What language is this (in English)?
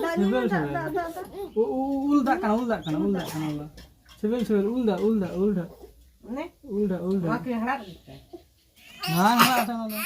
Santali